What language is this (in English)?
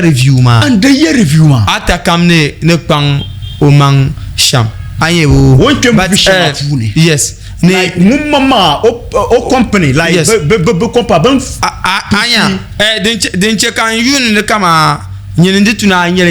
Dagbani